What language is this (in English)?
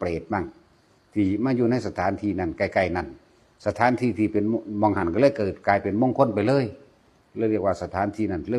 Northeastern Thai